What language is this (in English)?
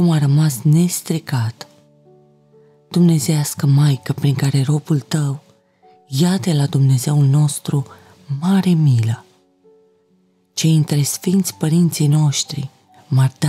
Romanian